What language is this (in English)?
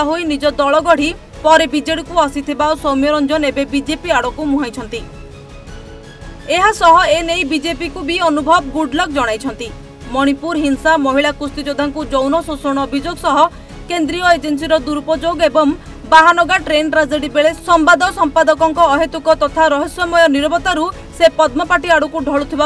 Odia